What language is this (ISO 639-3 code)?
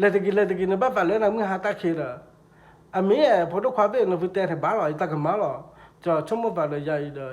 ksw